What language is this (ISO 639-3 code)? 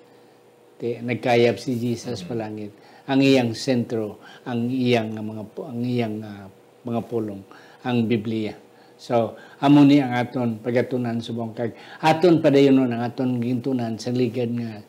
hil